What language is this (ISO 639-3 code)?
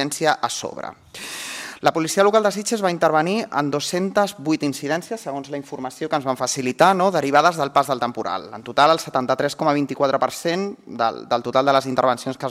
cat